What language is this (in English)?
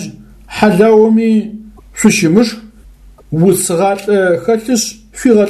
Adyghe